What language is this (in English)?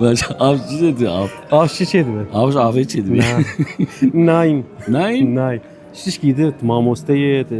Kurdish